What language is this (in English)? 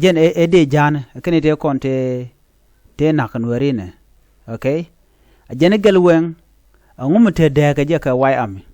Nuer